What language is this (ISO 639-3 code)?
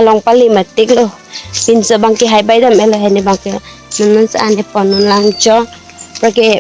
mjw